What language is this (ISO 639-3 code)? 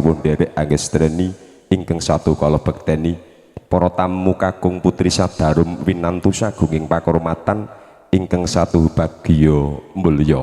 jav